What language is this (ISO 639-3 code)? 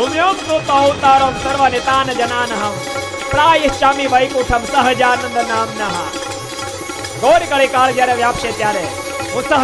guj